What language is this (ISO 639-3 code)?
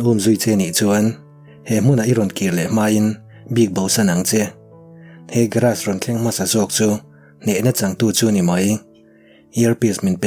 lus